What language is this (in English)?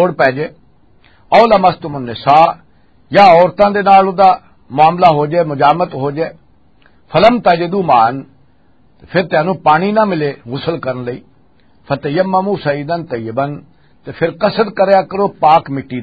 Western Panjabi